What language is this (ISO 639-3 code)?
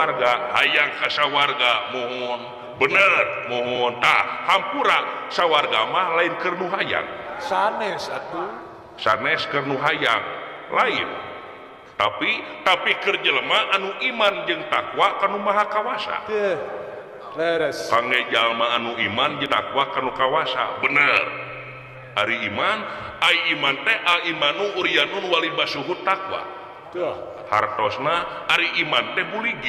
sun